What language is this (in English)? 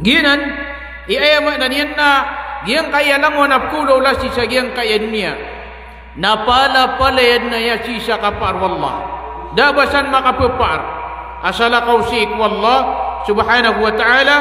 Maranao